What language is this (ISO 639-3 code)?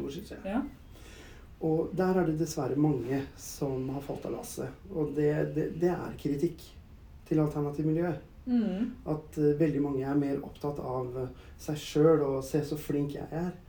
nor